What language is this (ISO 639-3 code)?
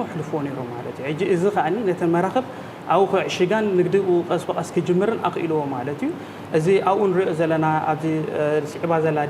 tir